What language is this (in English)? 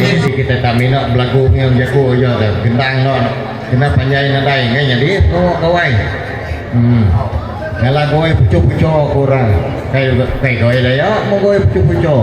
Iban